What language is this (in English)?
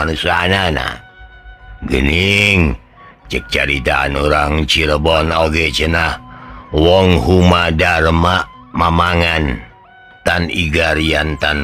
Sundanese